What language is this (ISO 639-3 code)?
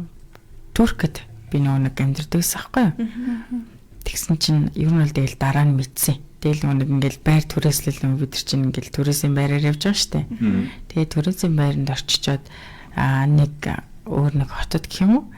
mon